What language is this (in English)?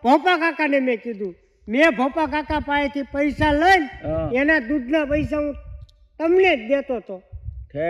Gujarati